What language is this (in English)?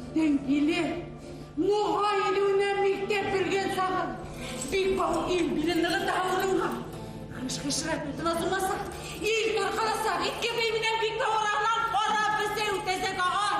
Bashkir